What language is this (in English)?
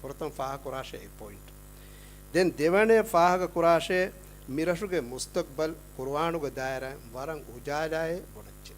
Divehi